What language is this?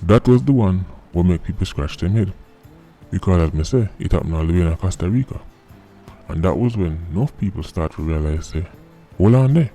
Jamaican Creole English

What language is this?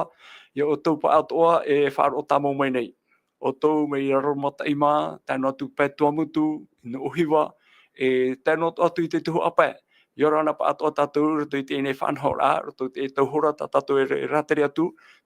Tahitian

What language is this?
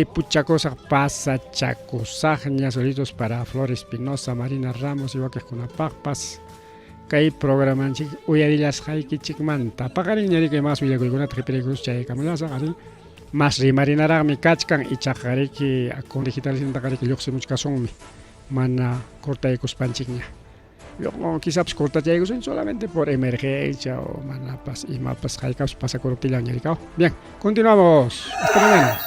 Ayacucho Quechua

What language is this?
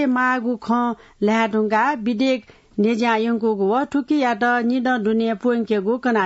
Newari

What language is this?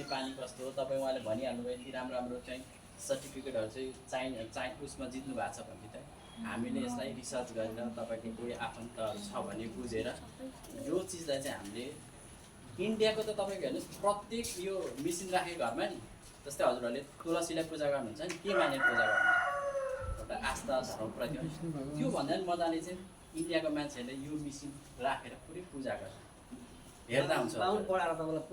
Nepali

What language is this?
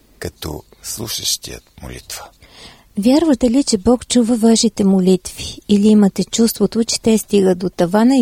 Bulgarian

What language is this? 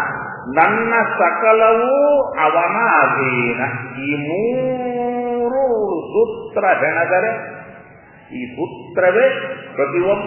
Kannada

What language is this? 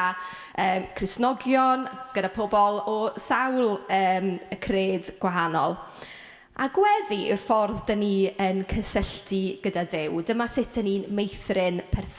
Welsh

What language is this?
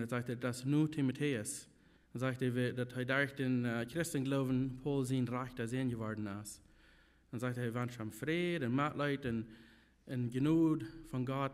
Plautdietsch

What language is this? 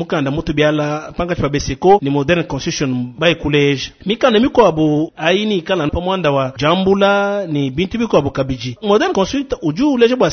Luba-Lulua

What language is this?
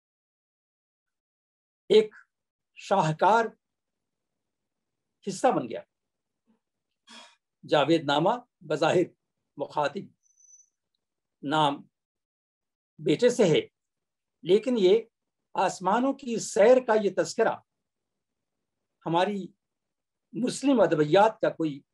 Urdu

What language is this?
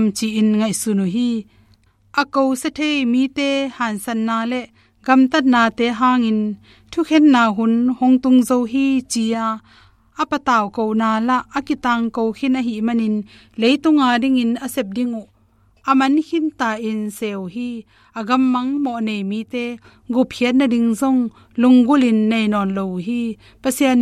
Tedim Chin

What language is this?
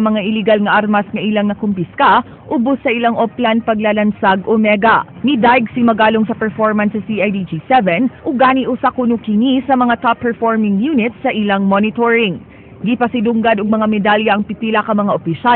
Cebuano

